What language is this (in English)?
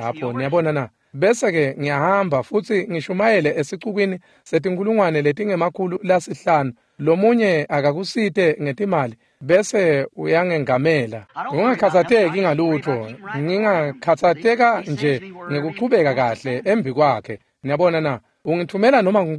Swati